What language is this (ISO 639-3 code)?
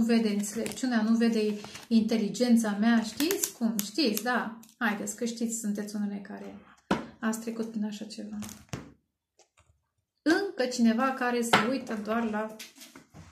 ron